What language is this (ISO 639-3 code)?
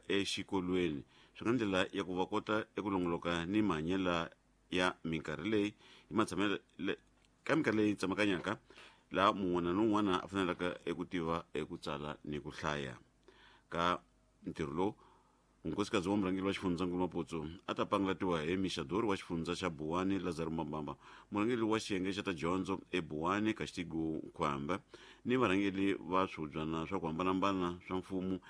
tso